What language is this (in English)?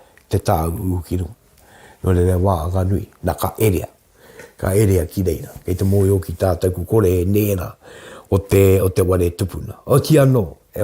Māori